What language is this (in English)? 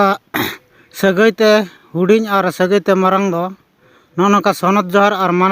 Santali